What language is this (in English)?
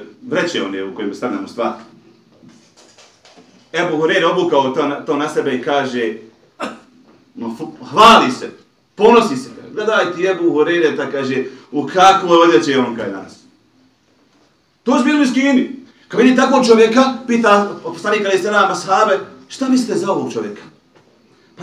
Bosnian